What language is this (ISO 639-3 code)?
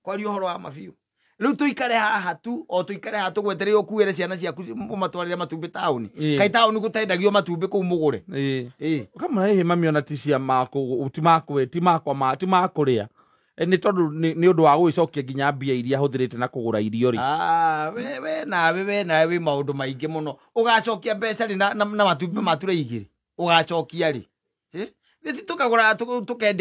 kik